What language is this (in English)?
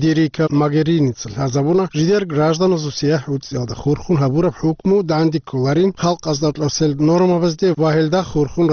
Avaric